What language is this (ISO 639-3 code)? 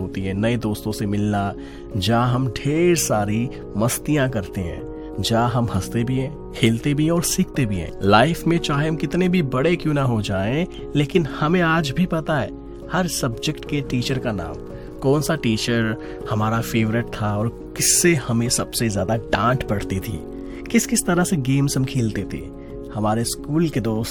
hin